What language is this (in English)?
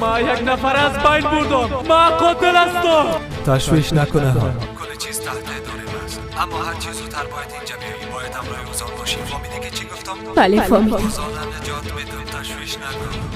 Persian